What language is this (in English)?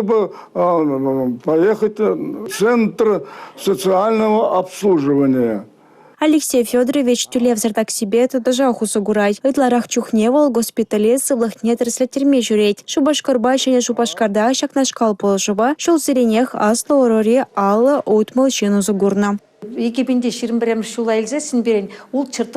Chuvash